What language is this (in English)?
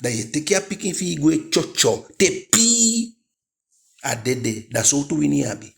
Eastern Maroon Creole